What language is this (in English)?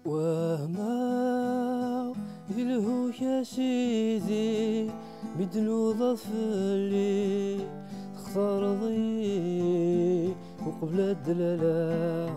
Kabyle